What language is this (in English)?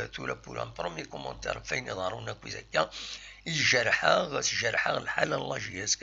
Kabyle